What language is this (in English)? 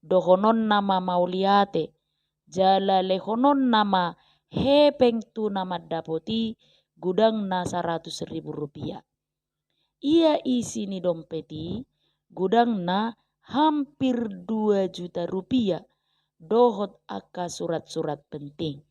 Batak Toba